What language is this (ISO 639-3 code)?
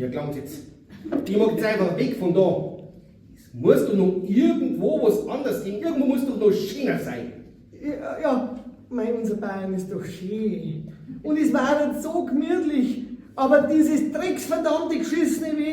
bar